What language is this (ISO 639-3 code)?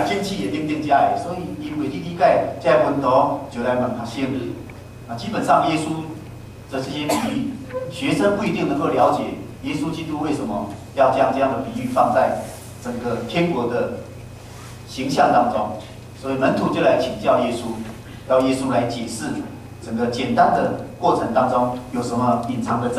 nan